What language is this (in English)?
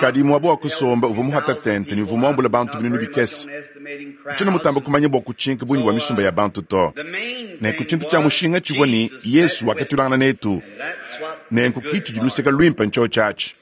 Luba-Lulua